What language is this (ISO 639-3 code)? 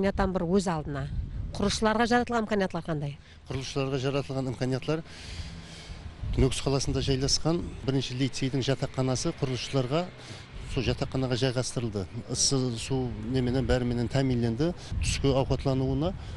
kaa